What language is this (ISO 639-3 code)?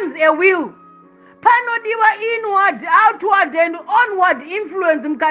sna